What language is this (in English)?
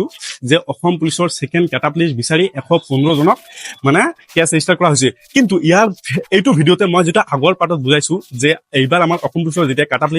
Assamese